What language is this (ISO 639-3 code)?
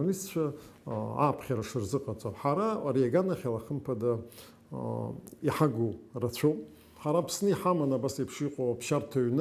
abk